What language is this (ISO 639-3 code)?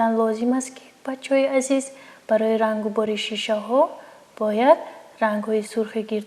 tgk